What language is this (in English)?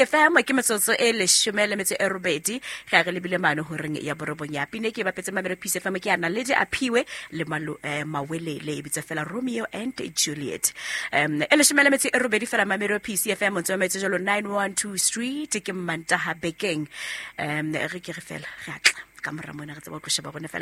Southern Sotho